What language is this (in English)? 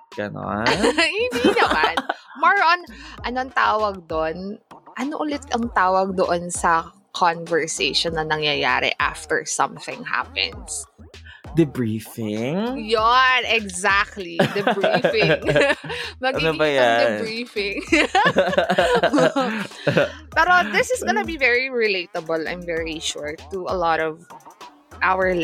Filipino